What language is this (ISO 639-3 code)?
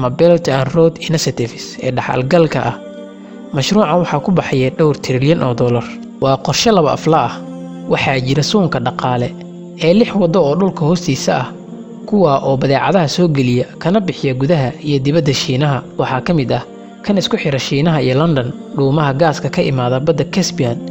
som